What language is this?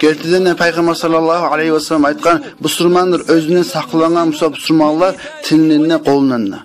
Kumyk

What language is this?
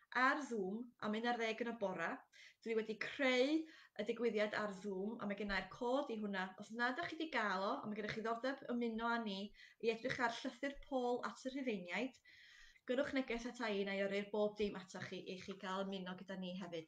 Welsh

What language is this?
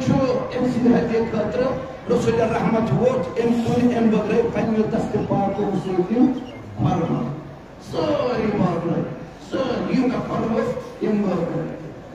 Kashmiri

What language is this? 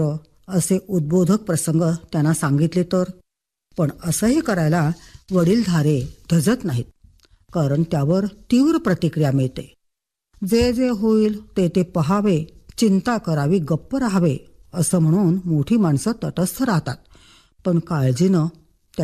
Marathi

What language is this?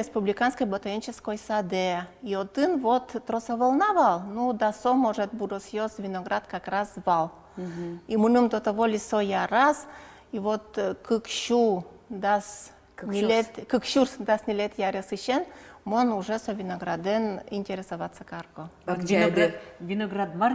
Udmurt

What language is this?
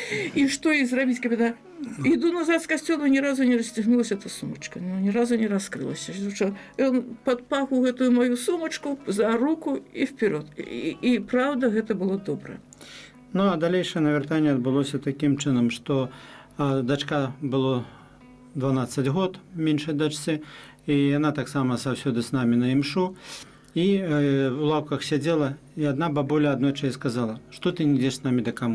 Belarusian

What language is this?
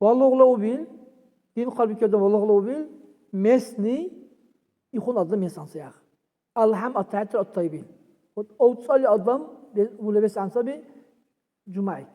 Dargwa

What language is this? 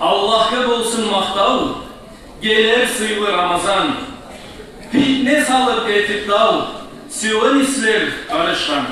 Kumyk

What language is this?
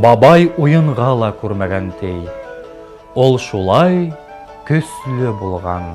Bashkir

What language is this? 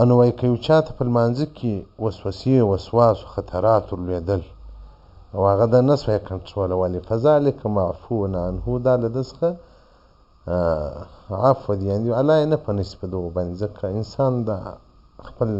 Pashto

